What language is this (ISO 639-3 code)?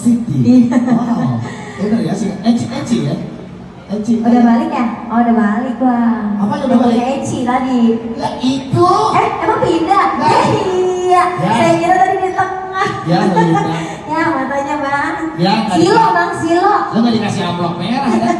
bew